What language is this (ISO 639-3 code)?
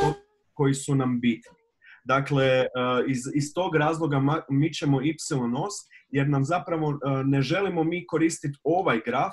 hrv